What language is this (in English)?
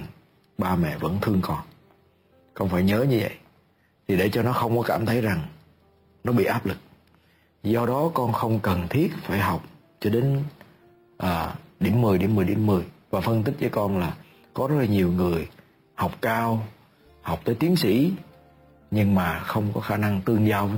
Vietnamese